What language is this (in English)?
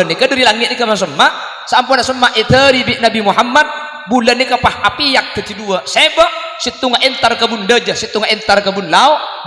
Madurese